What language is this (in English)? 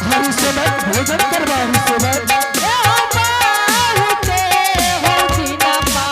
Angika